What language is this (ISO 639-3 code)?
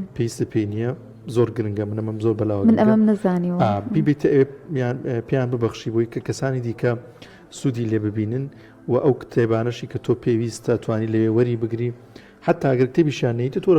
ckb